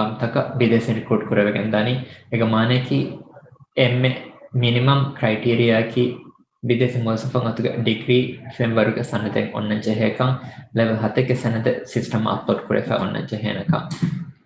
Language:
Divehi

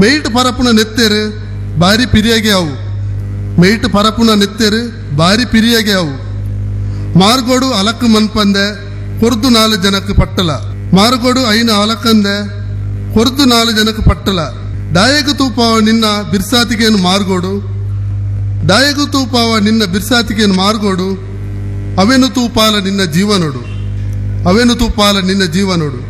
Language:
Tulu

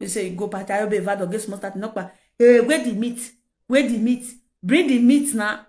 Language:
Nigerian Pidgin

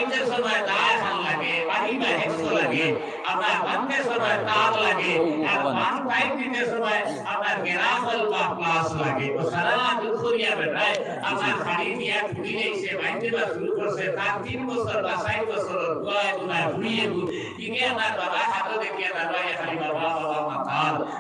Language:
Sylheti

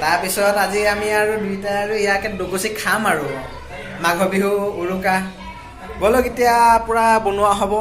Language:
Assamese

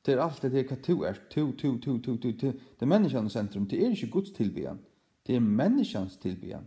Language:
Faroese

